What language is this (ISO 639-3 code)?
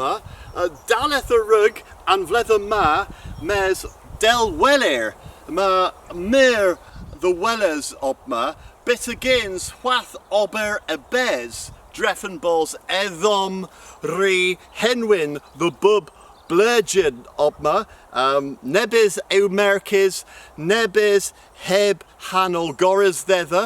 cor